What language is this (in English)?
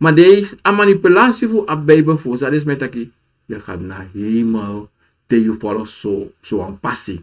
Sranan Tongo